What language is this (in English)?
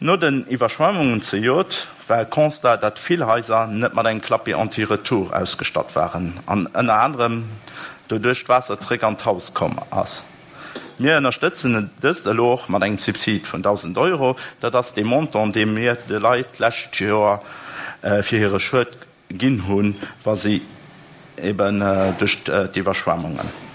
Luxembourgish